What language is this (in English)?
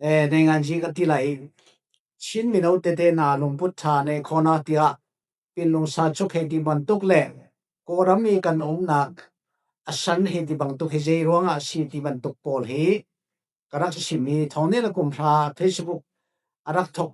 Falam Chin